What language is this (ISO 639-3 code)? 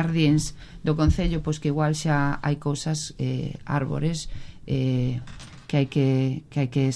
glg